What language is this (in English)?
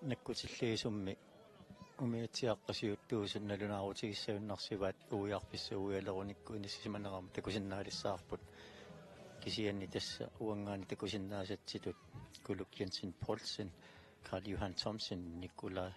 Kalaallisut